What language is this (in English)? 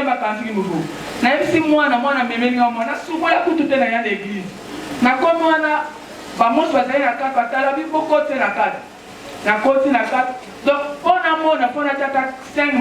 Lingala